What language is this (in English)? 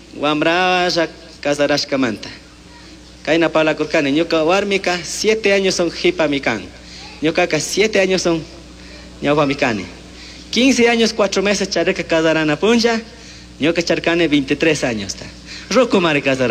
Chimborazo Highland Quichua